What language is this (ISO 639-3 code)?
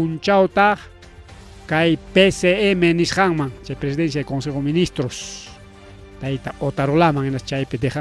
quy